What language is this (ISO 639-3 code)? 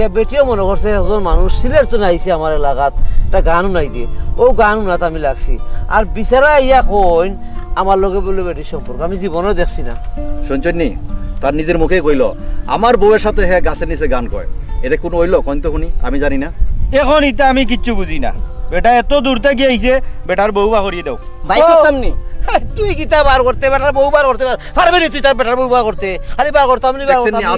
syl